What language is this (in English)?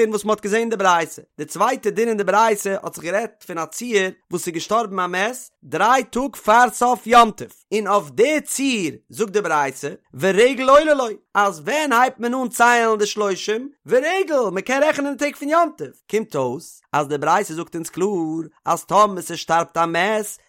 Yiddish